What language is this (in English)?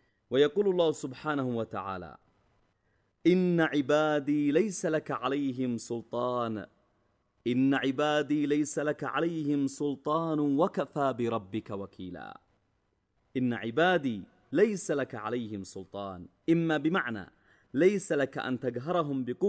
Arabic